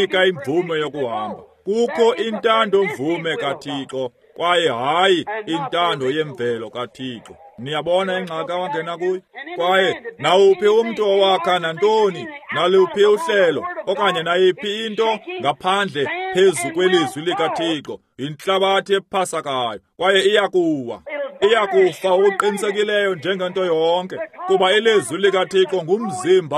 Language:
Xhosa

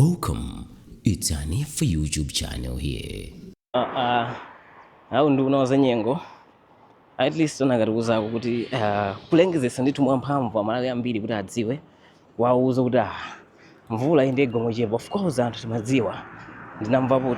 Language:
Nyanja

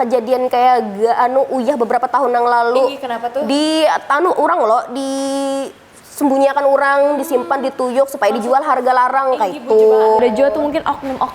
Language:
Banjar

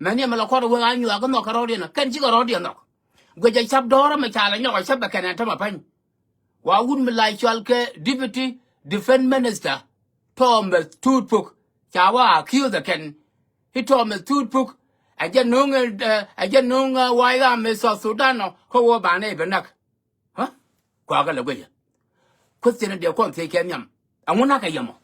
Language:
Nuer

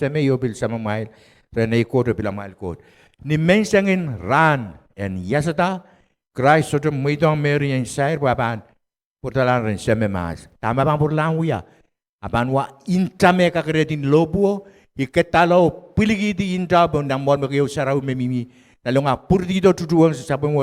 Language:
Pohnpeian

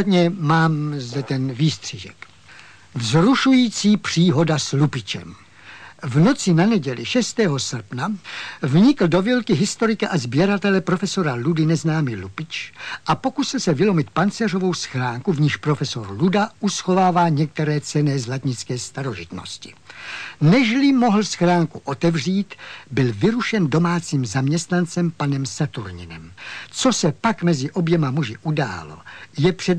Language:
Czech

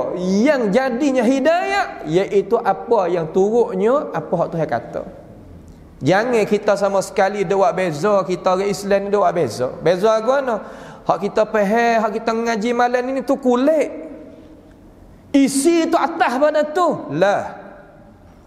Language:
Malay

